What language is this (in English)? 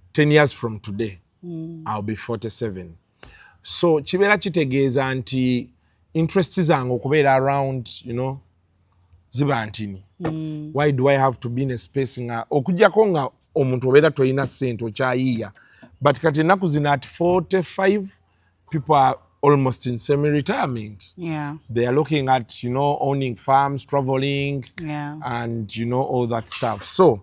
Ganda